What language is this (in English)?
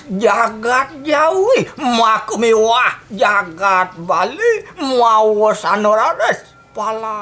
Balinese